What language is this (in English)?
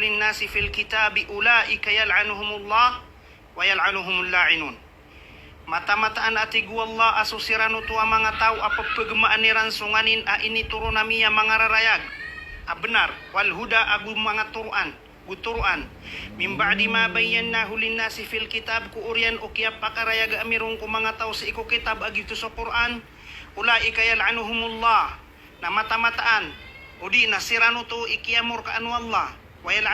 Maranao